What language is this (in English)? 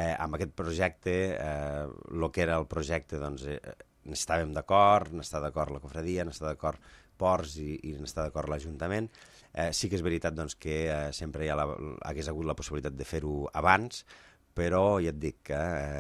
Catalan